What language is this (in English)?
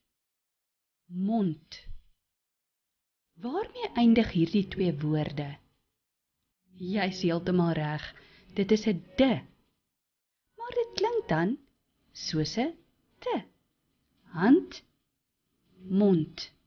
Afrikaans